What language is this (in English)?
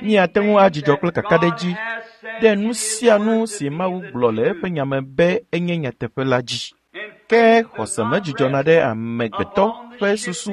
Ewe